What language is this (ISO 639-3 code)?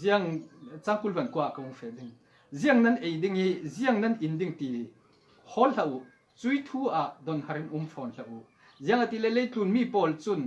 cfm